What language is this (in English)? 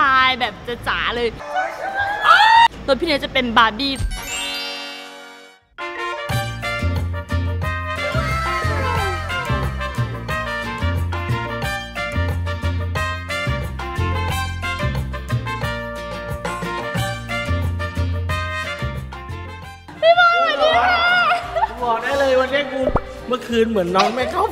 Thai